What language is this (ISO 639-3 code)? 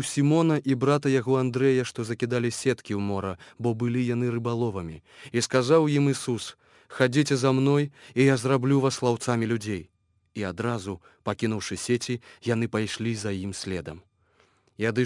bel